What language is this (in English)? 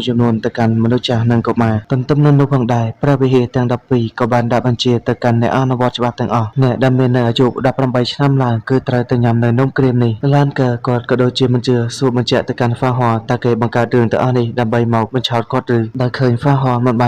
Khmer